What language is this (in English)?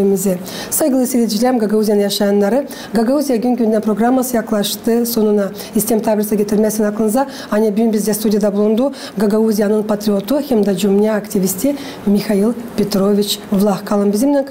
Gagauz